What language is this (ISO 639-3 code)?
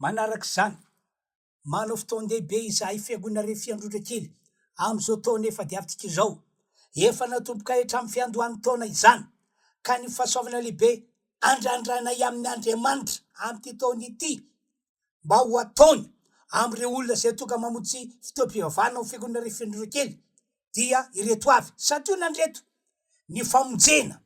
mlg